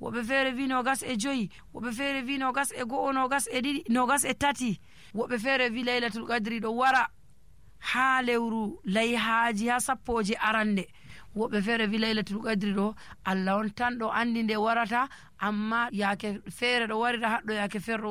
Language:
Nigerian Fulfulde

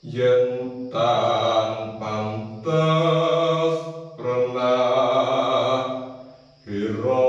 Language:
Javanese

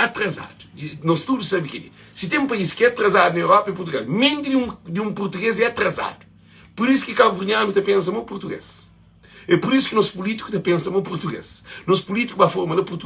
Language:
Kabuverdianu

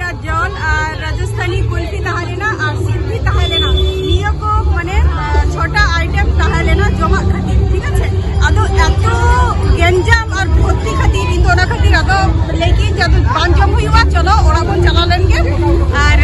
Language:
Santali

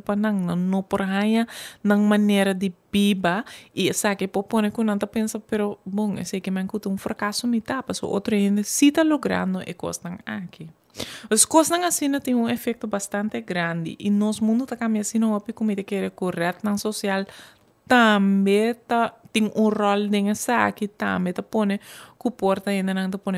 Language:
Papiamento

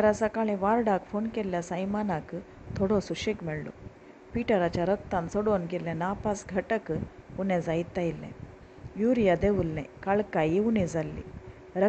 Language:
Konkani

